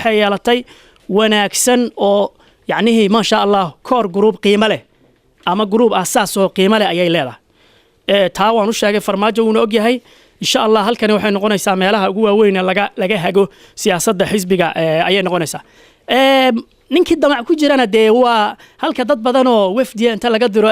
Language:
Somali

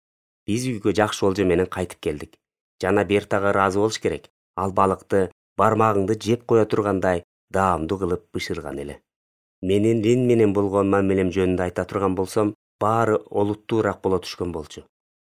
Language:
Kyrgyz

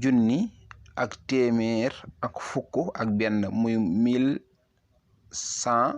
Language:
Wolof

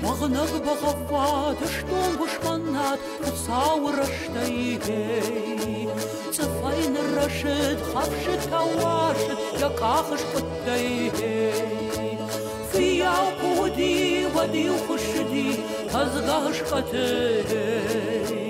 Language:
Ossetic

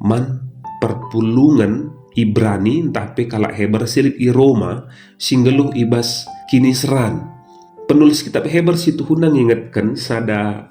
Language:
Batak Karo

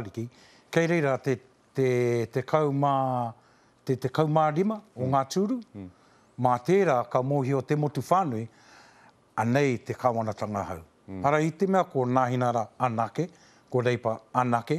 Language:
Māori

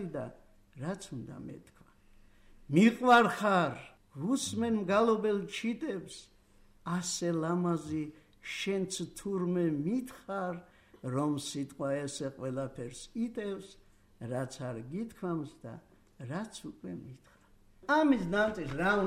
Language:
Georgian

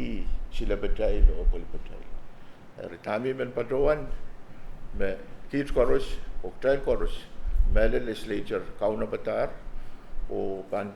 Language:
Pohnpeian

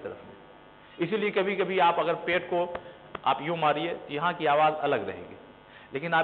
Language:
Urdu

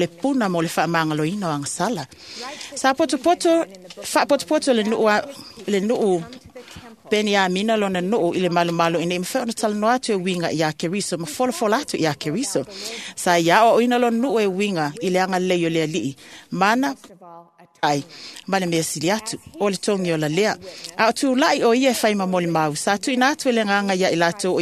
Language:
Samoan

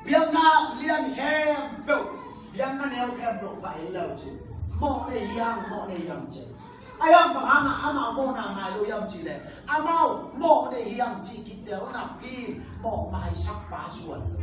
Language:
Tedim Chin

